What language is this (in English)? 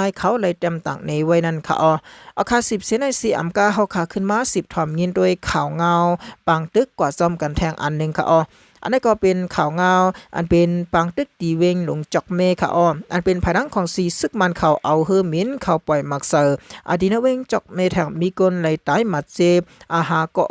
Shan